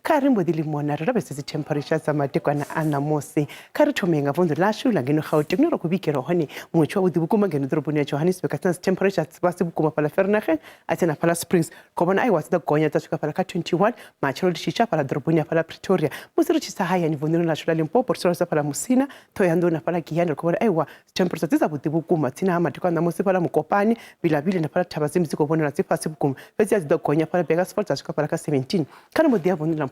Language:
Venda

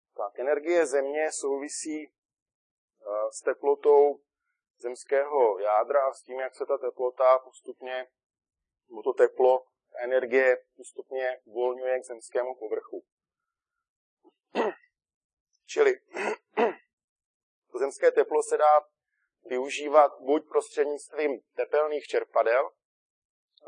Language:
Czech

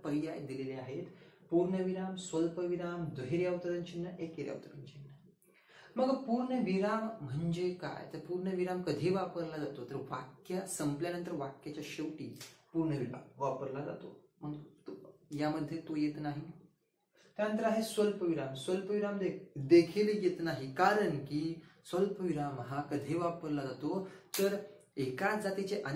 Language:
Marathi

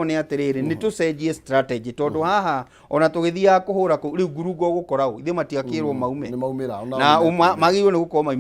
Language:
Kikuyu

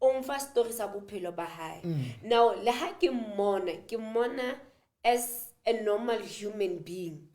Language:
Southern Sotho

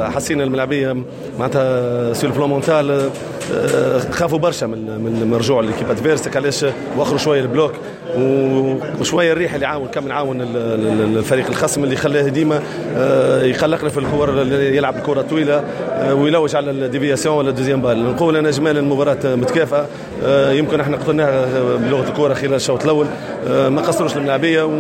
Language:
Tunisian Arabic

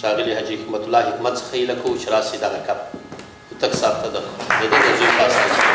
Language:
Pashto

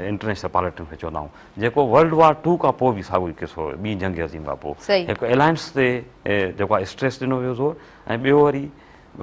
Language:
Sindhi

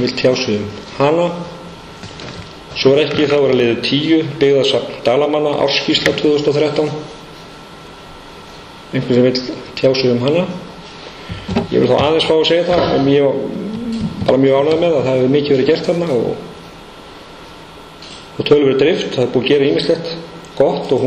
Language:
Icelandic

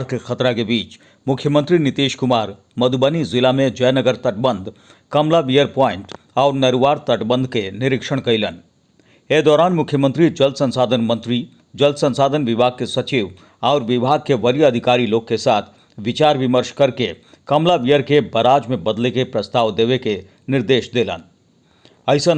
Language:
Bhojpuri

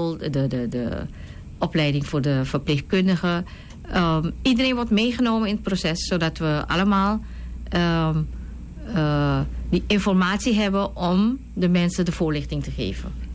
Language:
Dutch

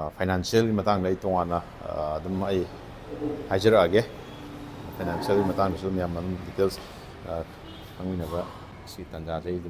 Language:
Manipuri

